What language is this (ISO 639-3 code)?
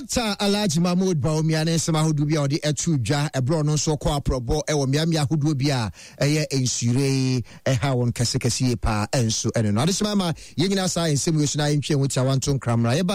aka